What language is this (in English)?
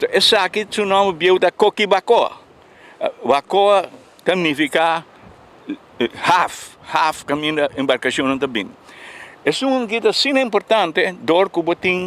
Papiamento